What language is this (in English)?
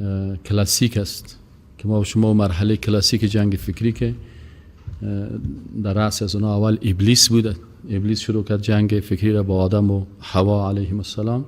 Persian